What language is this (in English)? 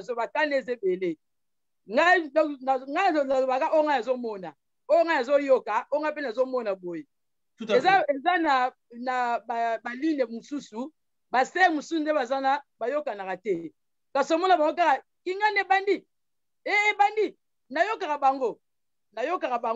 Lingala